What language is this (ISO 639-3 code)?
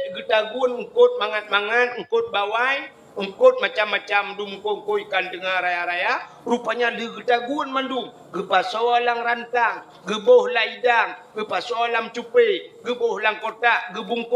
ace